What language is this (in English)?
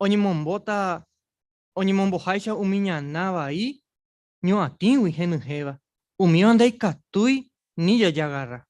Guarani